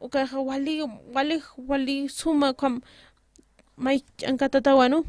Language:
Aymara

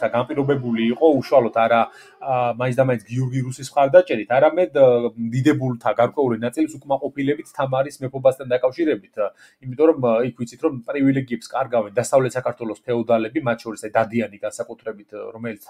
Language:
Georgian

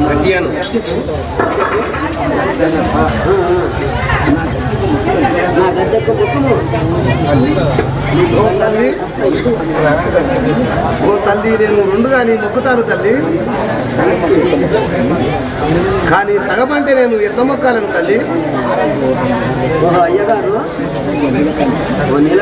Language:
Telugu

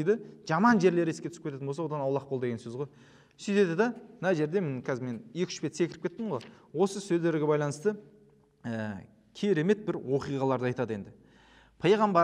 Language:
Kazakh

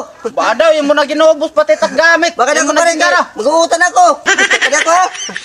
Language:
Waray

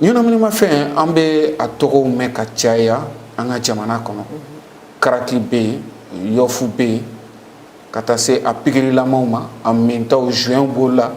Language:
Bambara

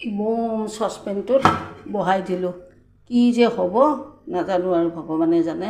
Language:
Assamese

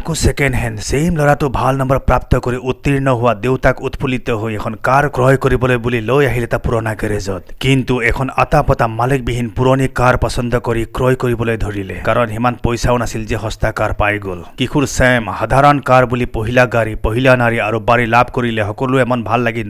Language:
Assamese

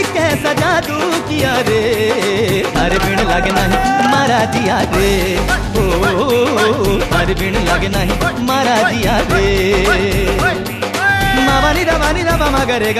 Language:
Hindi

